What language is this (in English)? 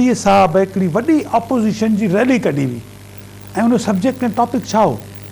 Sindhi